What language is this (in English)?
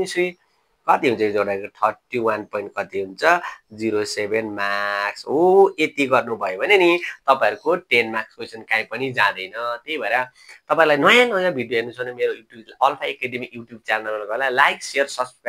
Nepali